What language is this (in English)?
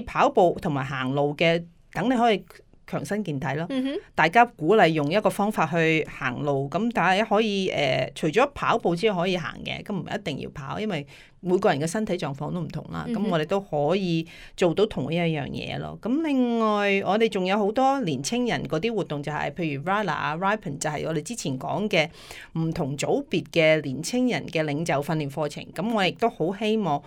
Cantonese